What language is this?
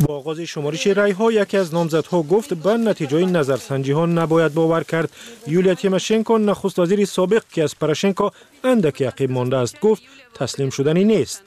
Tajik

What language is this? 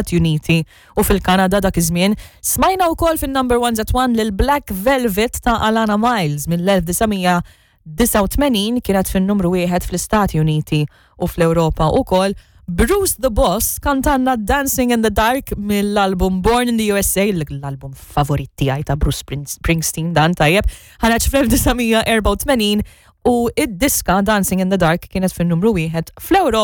Maltese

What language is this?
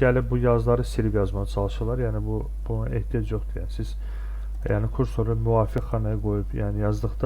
Azerbaijani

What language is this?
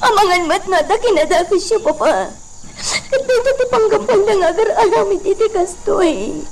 Iloko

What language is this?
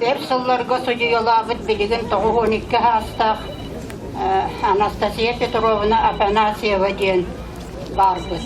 Yakut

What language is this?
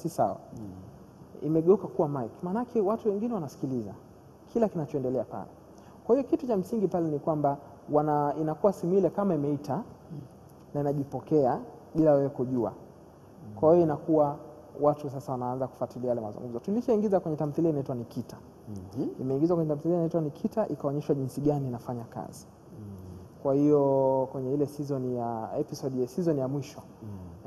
Swahili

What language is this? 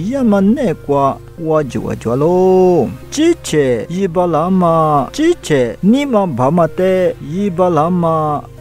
Lisu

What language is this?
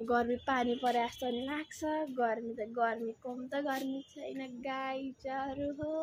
Nepali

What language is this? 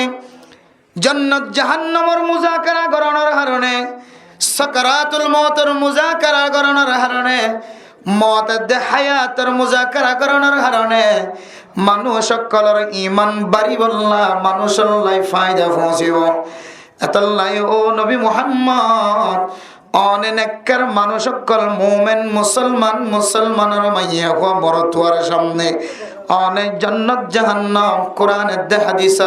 Rohingya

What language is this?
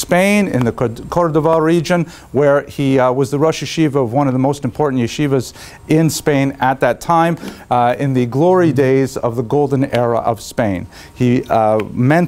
English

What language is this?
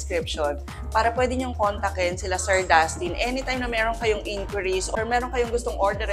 Filipino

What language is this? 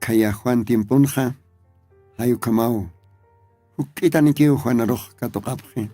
Aymara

